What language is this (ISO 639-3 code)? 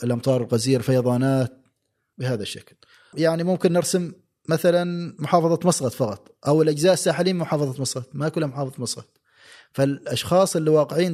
afb